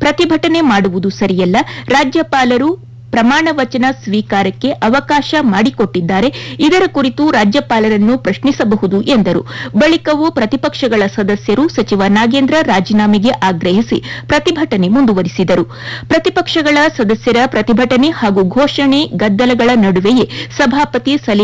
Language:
Kannada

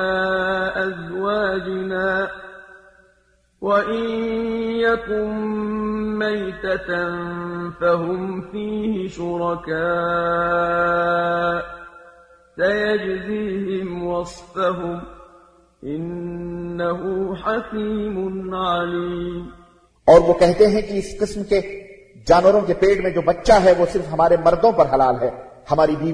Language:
Urdu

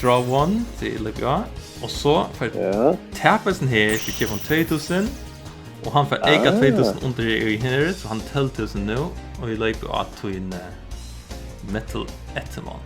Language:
Faroese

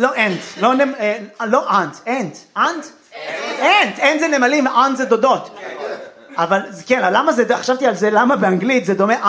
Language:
Hebrew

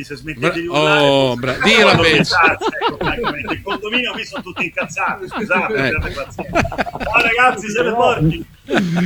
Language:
Italian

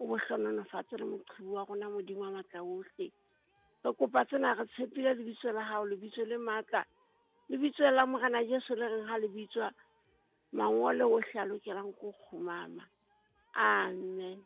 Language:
Southern Sotho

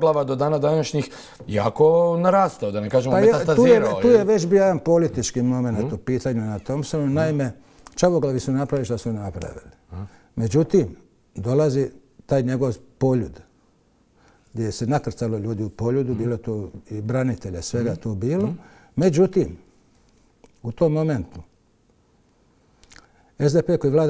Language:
Croatian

